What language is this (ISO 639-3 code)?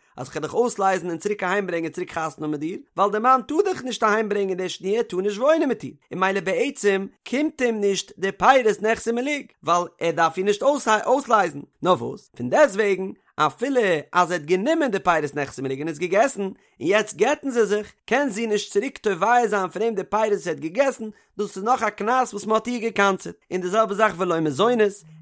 yid